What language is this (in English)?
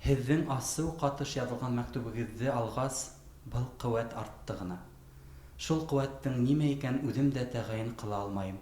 Bashkir